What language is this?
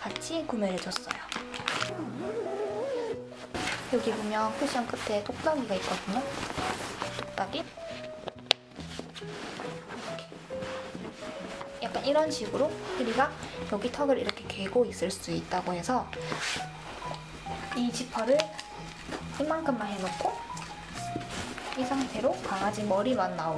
Korean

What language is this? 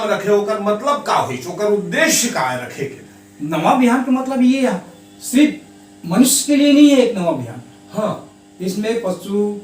Chhattisgarhi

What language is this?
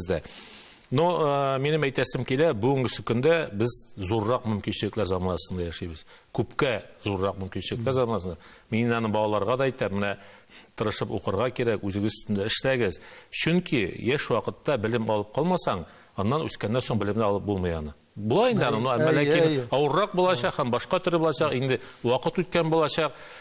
Tatar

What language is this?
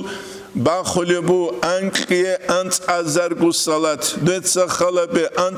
Avaric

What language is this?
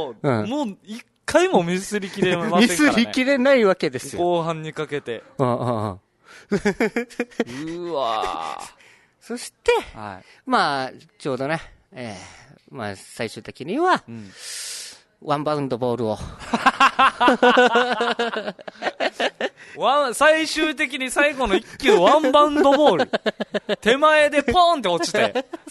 Japanese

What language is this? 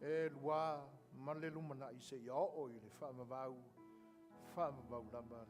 Samoan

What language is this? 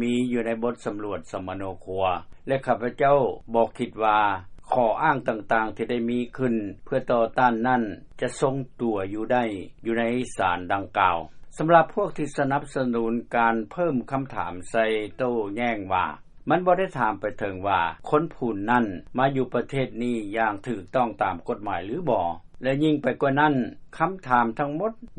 Lao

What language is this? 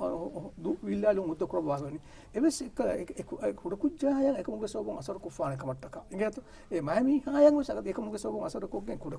Divehi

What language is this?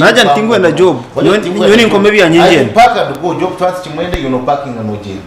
Nyankole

